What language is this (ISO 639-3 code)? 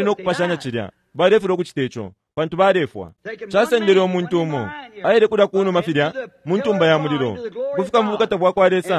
bem